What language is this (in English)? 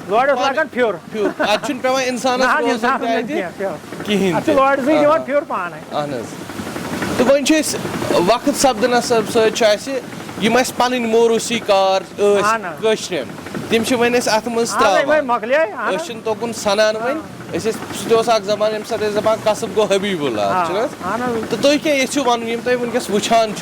Kashmiri